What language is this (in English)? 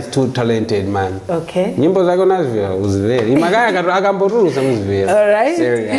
Nyanja